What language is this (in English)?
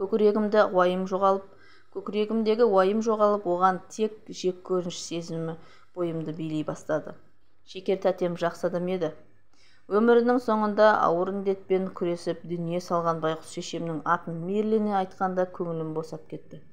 Kazakh